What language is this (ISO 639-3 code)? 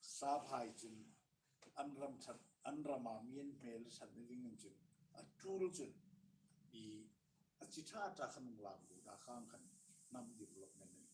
hmr